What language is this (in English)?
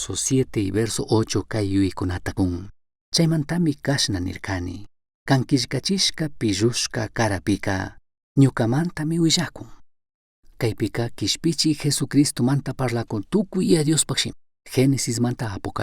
Chimborazo Highland Quichua